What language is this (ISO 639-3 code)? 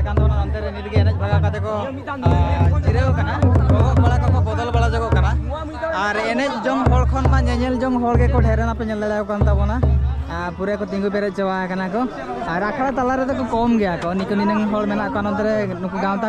sat